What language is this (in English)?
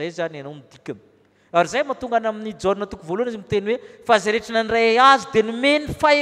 Malagasy